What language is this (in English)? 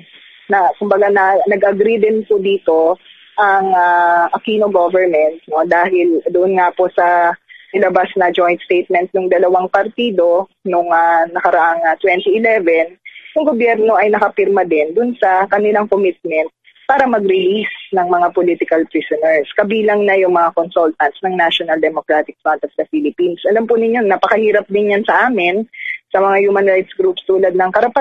Filipino